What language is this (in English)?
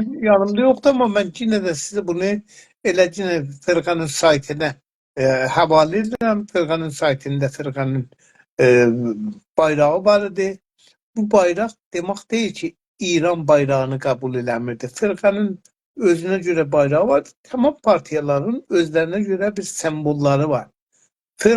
South Azerbaijani